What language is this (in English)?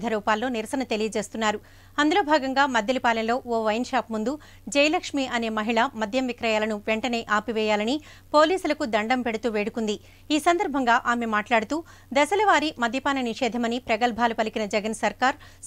Telugu